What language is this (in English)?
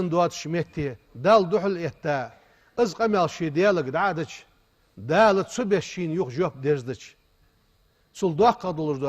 Ingush